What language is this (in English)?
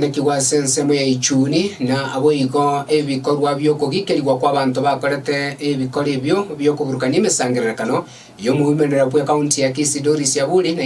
Gusii